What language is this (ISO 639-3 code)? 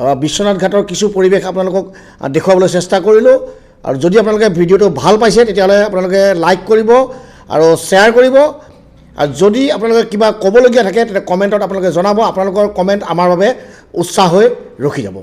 asm